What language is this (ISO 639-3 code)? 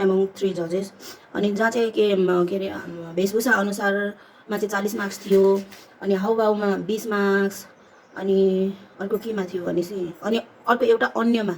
nep